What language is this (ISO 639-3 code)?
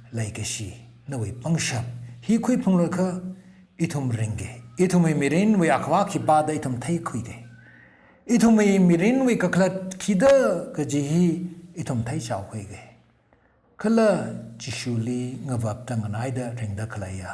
nmf